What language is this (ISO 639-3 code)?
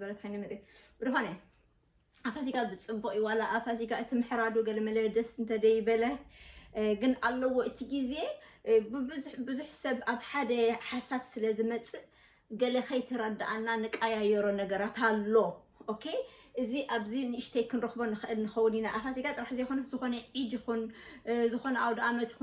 tir